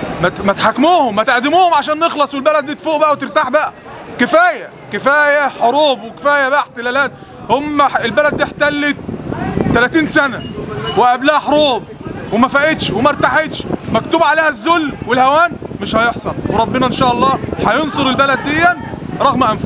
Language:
Egyptian Arabic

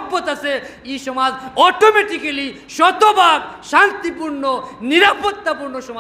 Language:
Sylheti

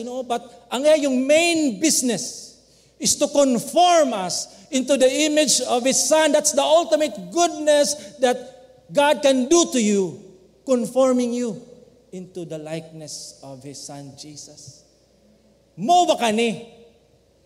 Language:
Cebuano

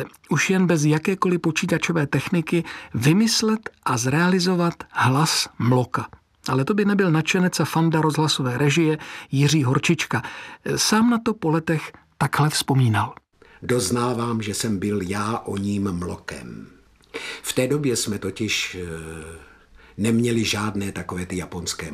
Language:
Czech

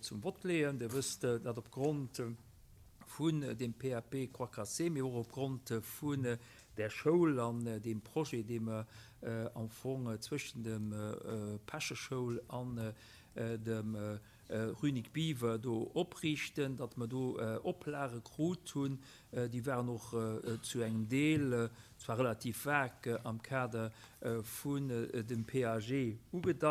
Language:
Luxembourgish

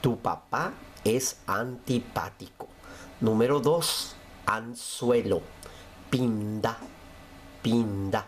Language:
Guarani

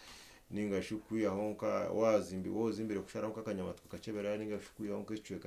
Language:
Nyankole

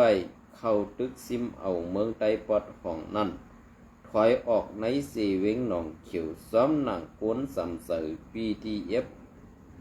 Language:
Shan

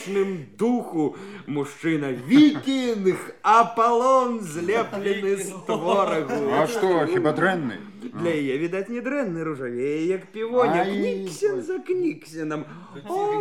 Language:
Belarusian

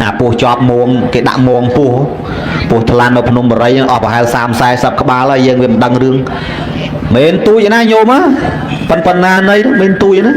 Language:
Khmer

